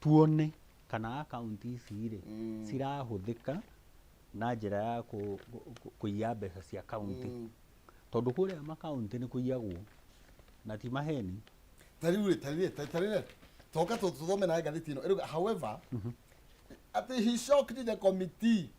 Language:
Kikuyu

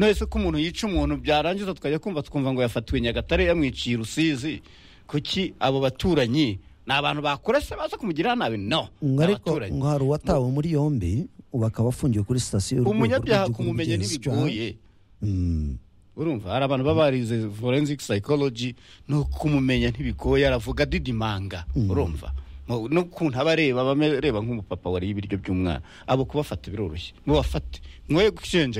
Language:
Kinyarwanda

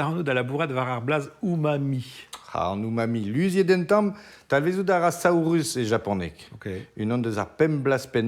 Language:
Breton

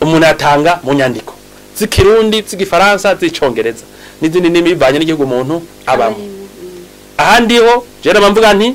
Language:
Rundi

